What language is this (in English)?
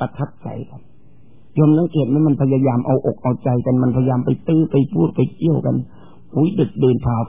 Thai